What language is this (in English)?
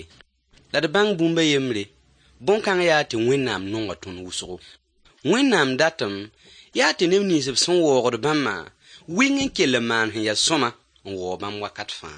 Mossi